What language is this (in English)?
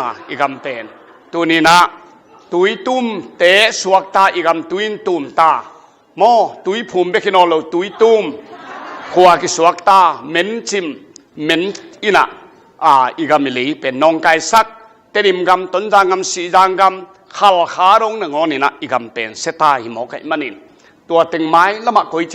Tedim Chin